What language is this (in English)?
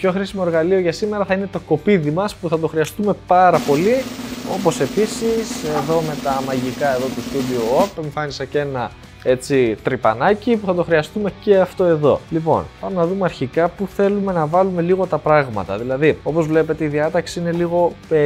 Greek